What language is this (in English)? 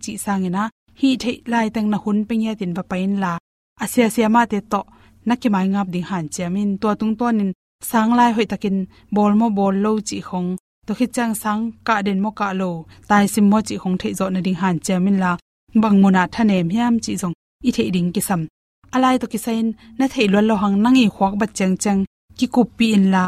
Tedim Chin